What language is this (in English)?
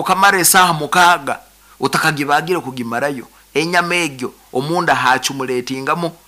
Nyoro